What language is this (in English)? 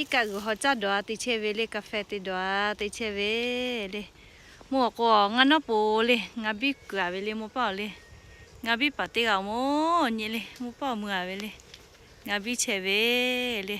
Lahu